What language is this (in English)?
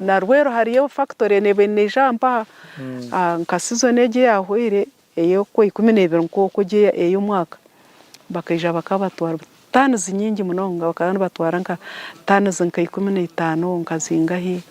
Nyankole